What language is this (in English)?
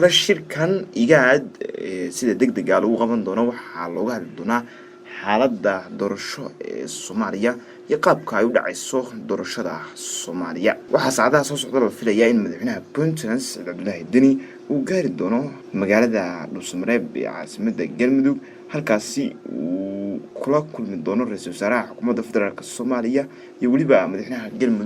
Somali